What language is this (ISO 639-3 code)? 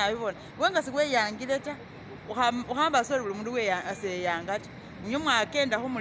myx